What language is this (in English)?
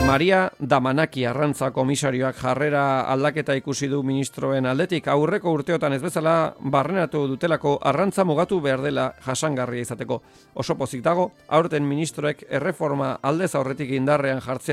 Basque